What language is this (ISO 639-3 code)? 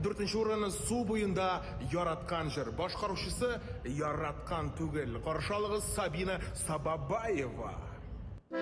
tat